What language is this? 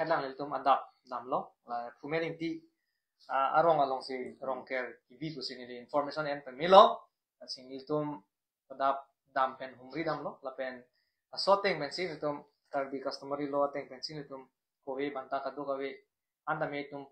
Karbi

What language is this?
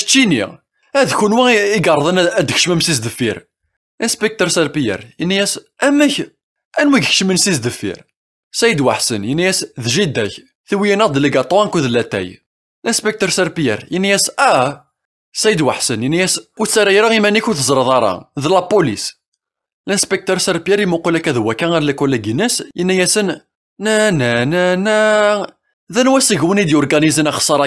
Kabyle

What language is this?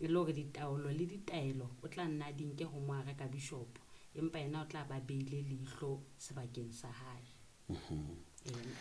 Southern Sotho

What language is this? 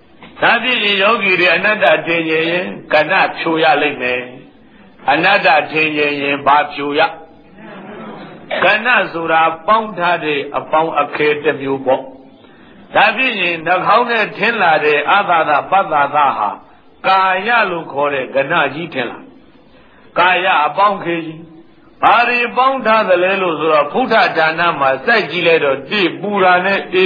Burmese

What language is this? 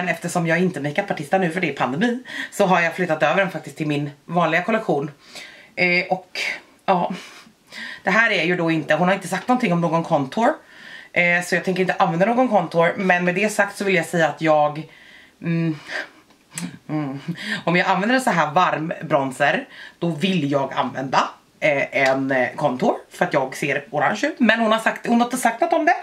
Swedish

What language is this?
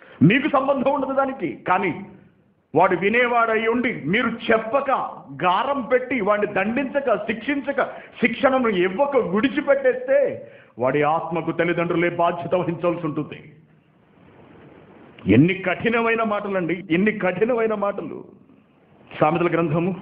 Telugu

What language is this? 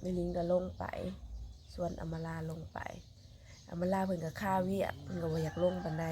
Northeastern Thai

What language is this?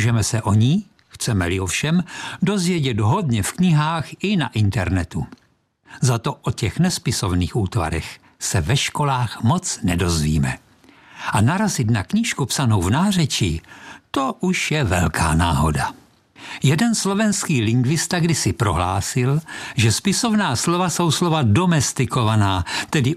Czech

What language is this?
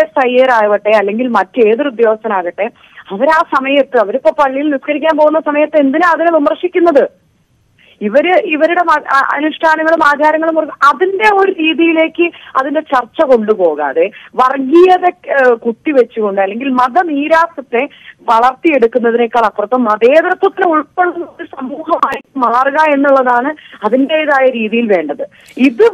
Malayalam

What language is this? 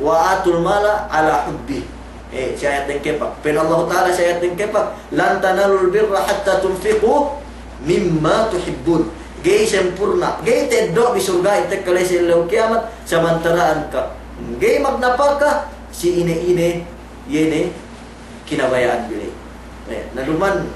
Yakan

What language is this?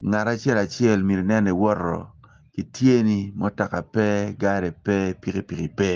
Acoli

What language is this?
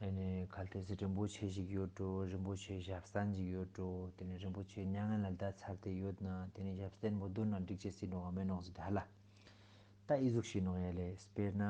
Ladakhi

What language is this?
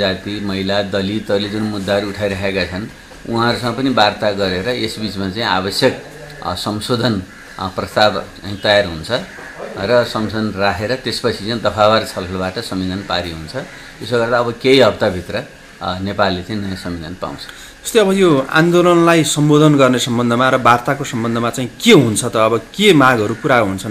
Nepali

